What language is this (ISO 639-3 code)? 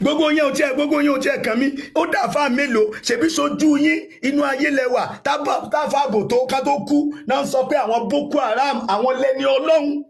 yor